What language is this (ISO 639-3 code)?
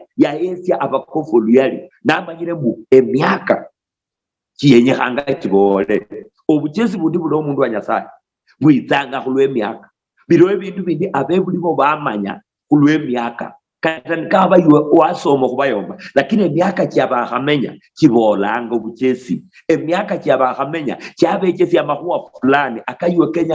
luy